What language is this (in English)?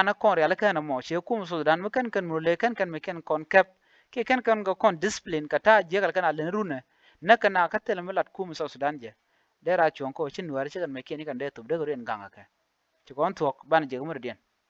Nuer